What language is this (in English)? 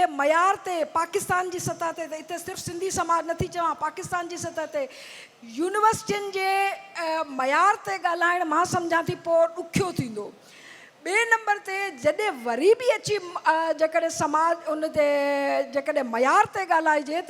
Sindhi